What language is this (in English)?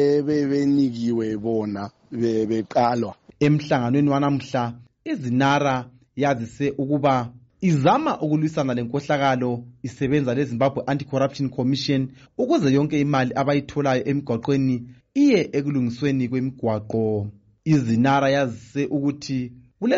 North Ndebele